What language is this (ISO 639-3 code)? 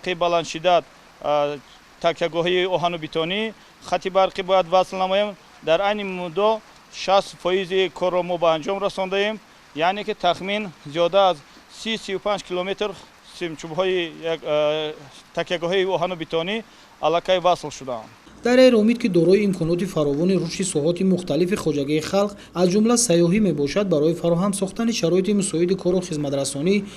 tgk